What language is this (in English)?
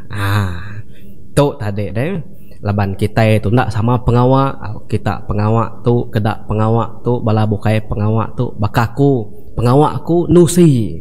Iban